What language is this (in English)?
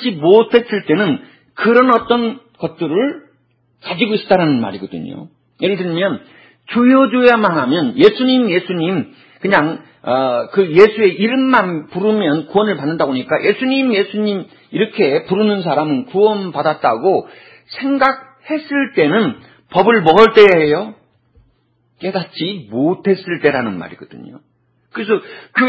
Korean